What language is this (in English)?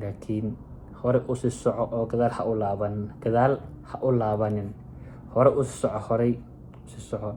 Somali